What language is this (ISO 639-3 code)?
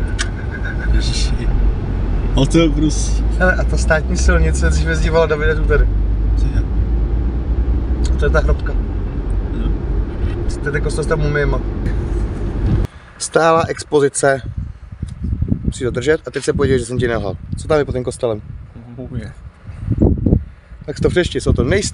ces